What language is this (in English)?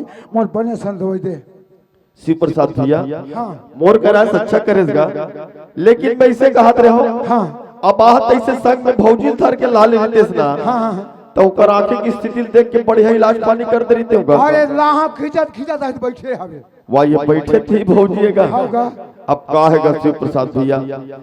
Chhattisgarhi